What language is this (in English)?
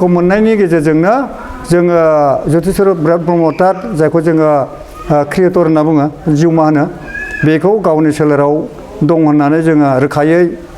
Bodo